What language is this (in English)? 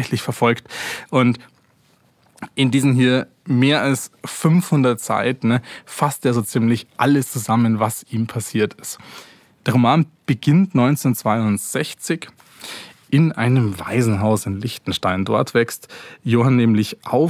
German